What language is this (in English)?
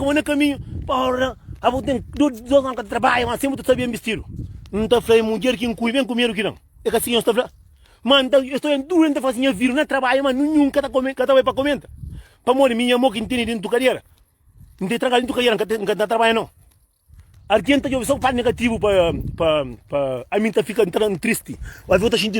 Kabuverdianu